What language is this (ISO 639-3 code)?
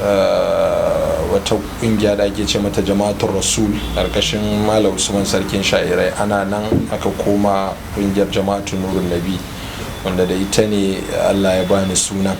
hau